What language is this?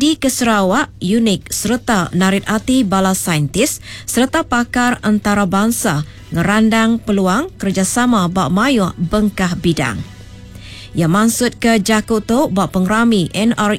Iban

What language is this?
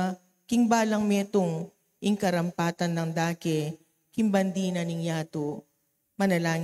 Pampanga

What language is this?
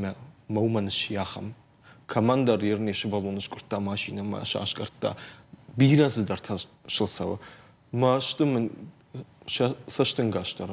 Ossetic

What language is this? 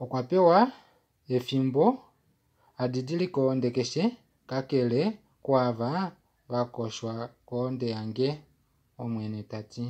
Kuanyama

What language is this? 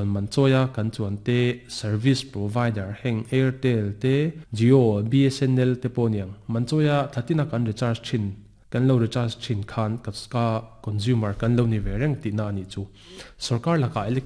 Mizo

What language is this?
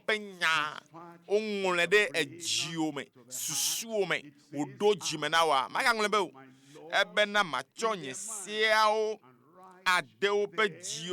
Ewe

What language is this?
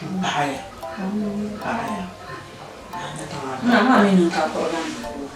Dagbani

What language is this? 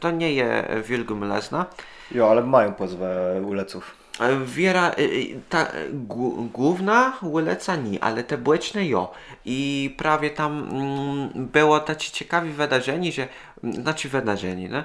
Kashubian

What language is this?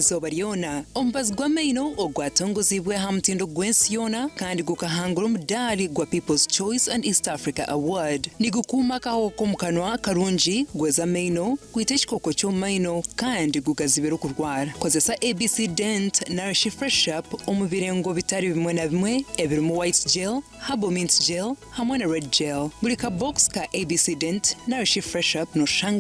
Nyankole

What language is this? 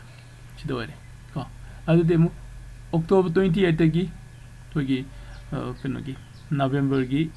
Manipuri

